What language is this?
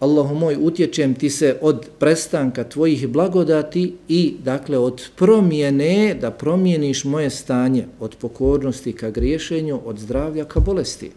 Bosnian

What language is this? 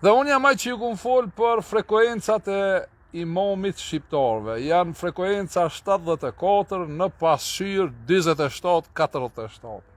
Albanian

